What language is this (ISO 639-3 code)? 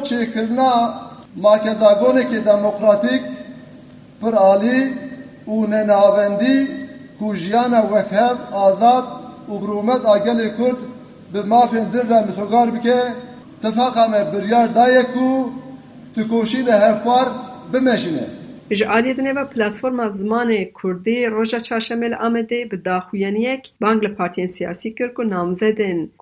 kur